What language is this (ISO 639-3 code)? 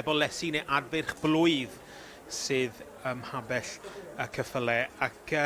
cym